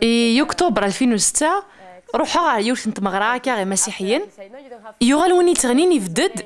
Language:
Kabyle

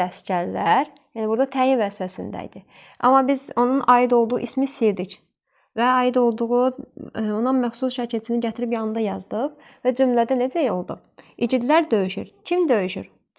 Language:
Azerbaijani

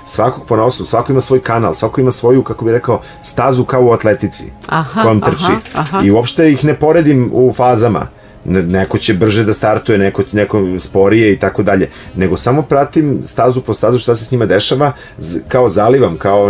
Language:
Serbian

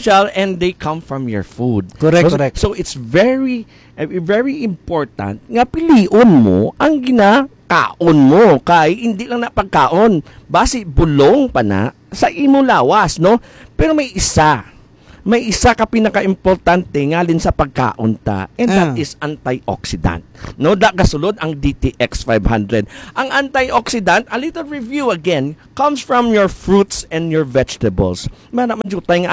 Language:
Hiligaynon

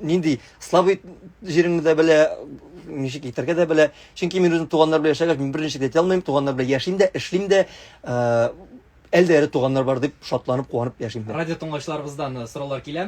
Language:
Tatar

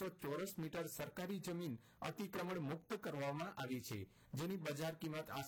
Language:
Gujarati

